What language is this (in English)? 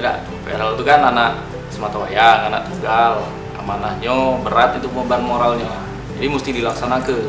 Musi